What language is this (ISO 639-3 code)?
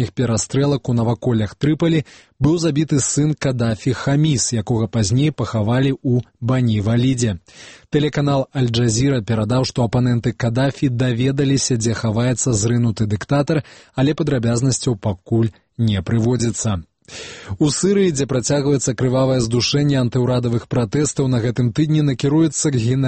bel